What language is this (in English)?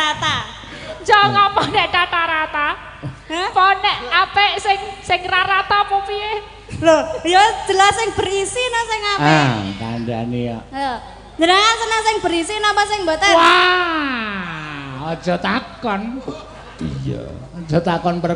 Javanese